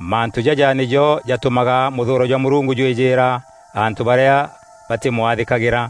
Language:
Meru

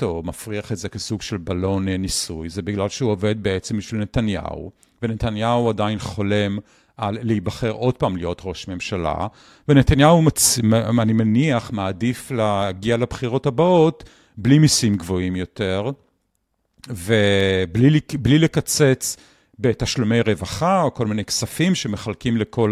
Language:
Hebrew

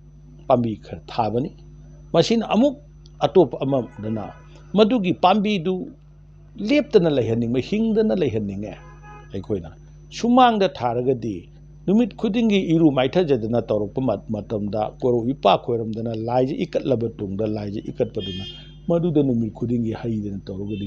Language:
Manipuri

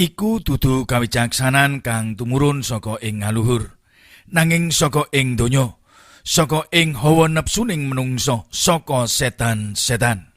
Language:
Javanese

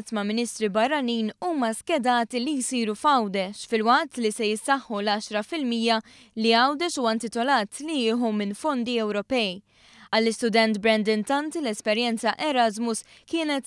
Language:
Maltese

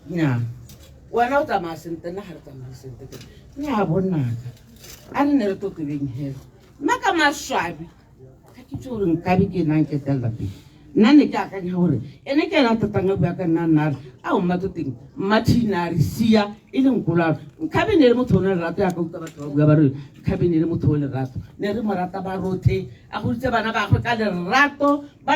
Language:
Tswana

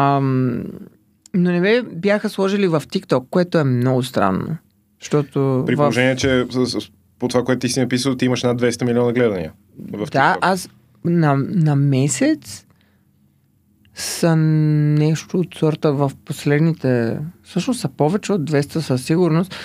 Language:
Bulgarian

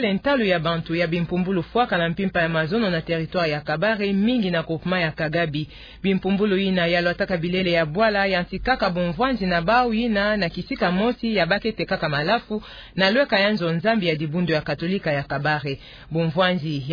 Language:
Kituba (Democratic Republic of Congo)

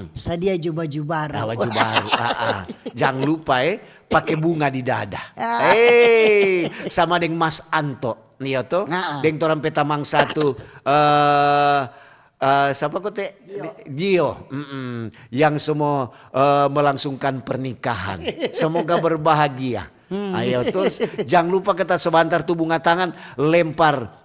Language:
Manado Malay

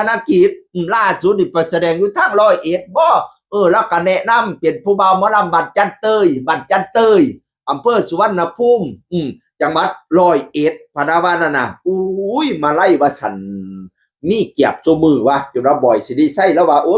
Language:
Northeastern Thai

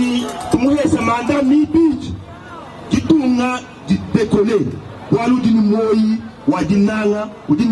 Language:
Luba-Lulua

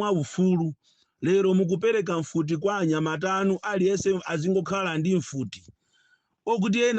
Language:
Nyanja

